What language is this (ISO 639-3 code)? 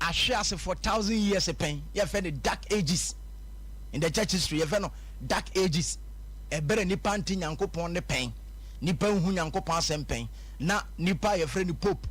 aka